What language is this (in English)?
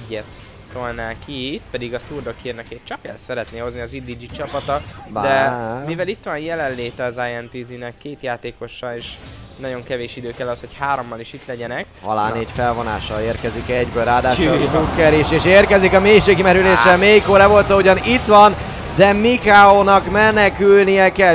Hungarian